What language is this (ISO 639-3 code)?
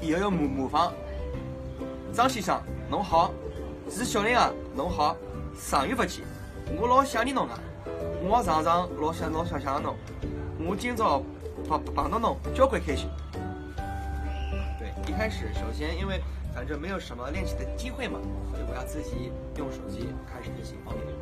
wuu